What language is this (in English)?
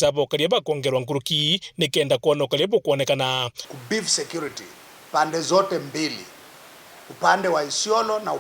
Meru